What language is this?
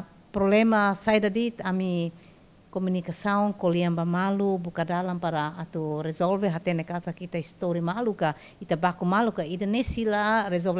Tetum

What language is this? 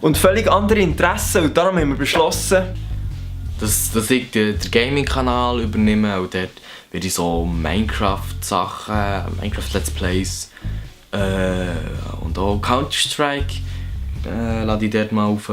Swiss German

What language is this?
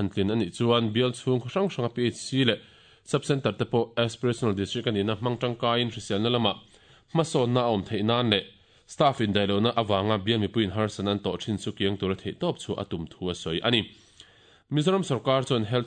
Mizo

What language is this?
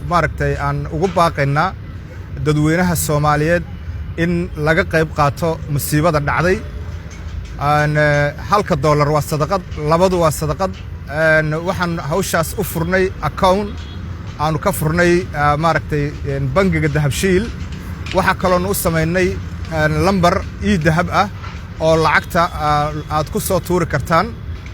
Somali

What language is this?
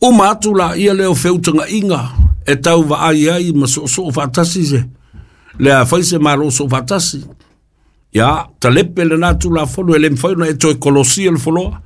Samoan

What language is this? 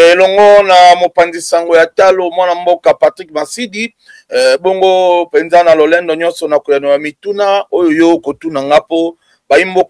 Lingala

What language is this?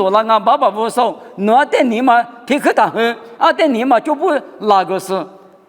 Lisu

